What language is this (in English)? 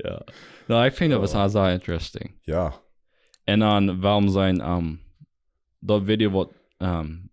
Plautdietsch